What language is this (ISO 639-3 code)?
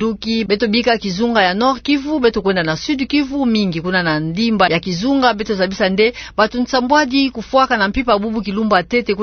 ktu